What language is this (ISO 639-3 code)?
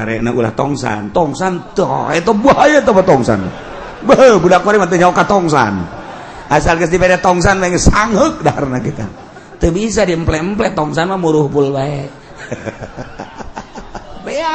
sun